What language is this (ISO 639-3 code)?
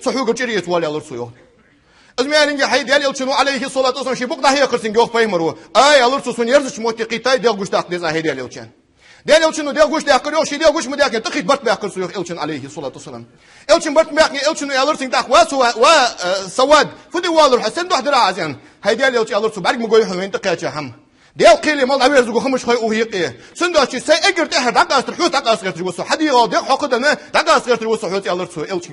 inh